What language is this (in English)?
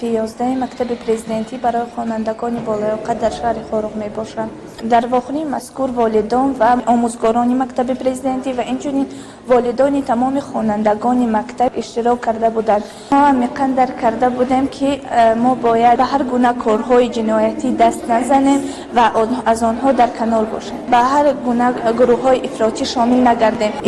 Tajik